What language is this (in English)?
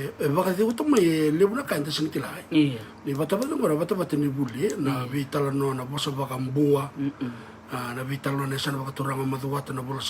Fijian